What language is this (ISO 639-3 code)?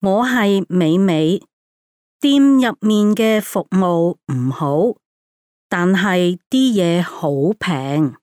yue